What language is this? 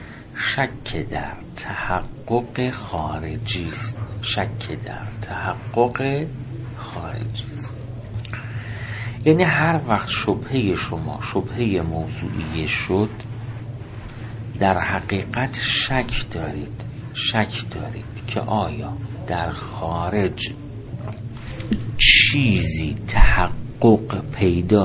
Persian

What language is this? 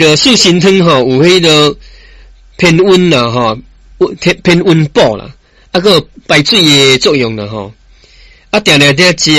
Min Nan Chinese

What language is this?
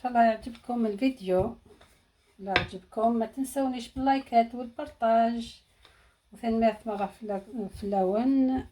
Algerian Arabic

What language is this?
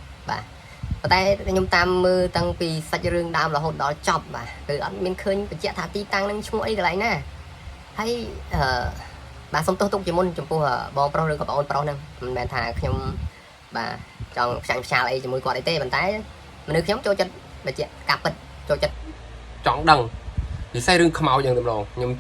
Khmer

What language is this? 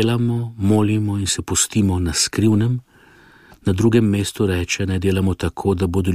Slovenian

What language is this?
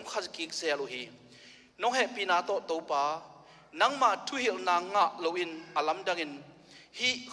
Tedim Chin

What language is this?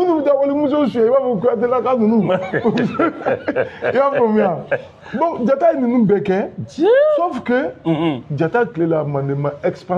Bambara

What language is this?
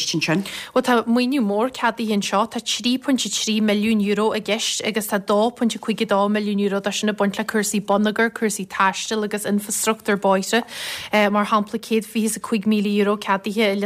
Irish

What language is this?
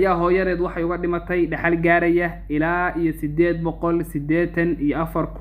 Somali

